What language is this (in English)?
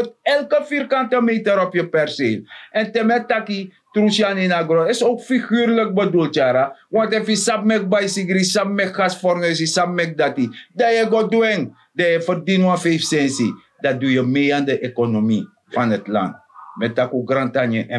Sranan Tongo